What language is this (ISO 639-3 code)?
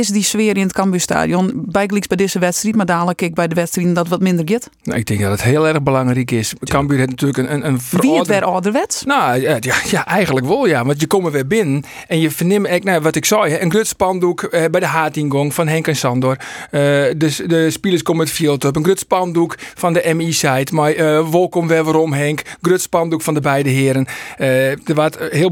fry